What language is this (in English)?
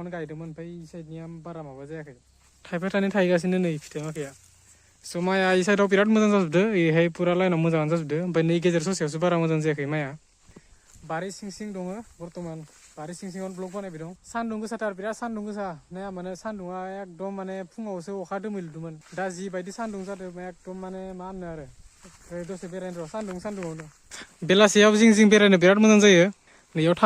Bodo